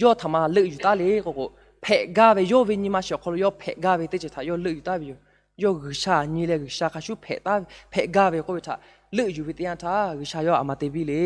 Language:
Lahu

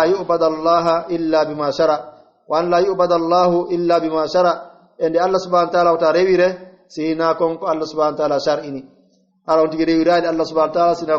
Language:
Pular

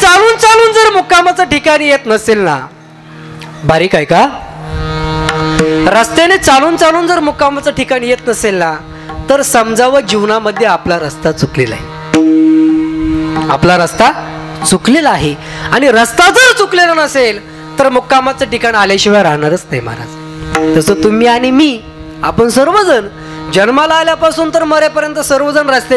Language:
Marathi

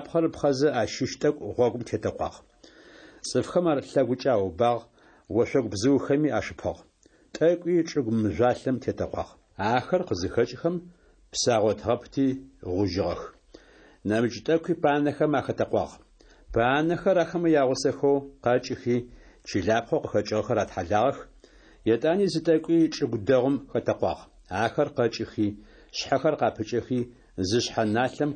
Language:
Adyghe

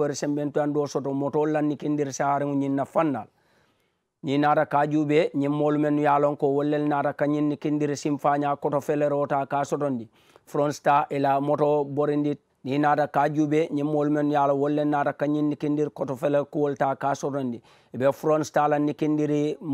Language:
Mandingo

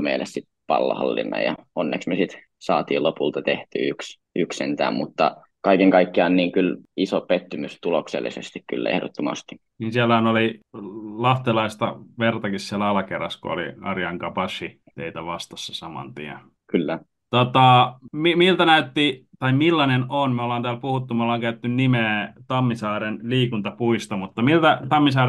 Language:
Finnish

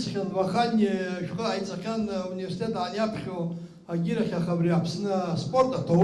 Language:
Abkhazian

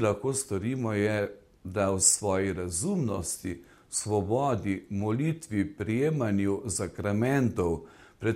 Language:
Slovenian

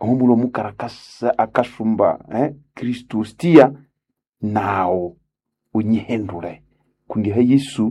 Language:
Nande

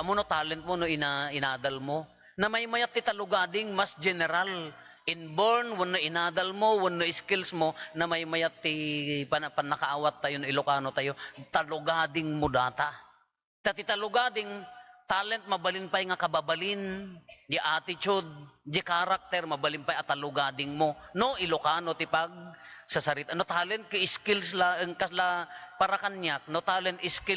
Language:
Iloko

